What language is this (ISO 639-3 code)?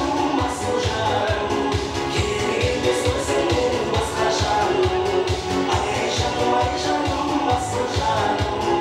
kaa